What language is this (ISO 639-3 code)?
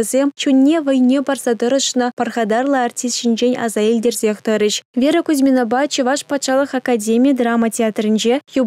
chv